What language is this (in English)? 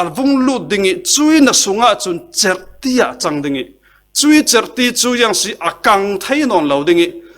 Falam Chin